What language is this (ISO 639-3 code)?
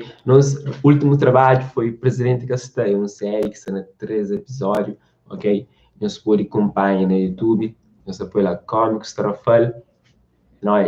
kea